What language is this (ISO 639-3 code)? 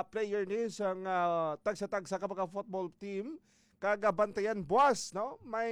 hil